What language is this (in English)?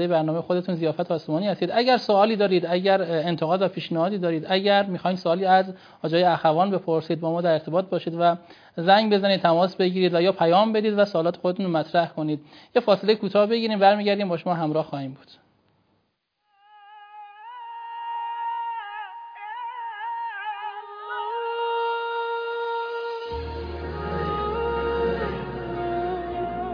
Persian